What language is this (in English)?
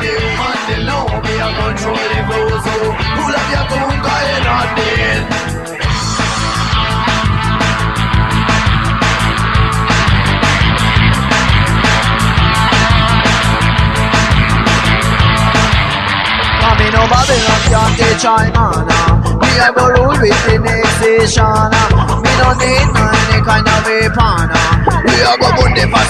Hungarian